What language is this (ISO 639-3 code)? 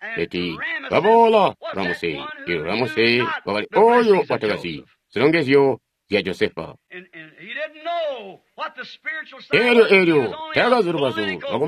toi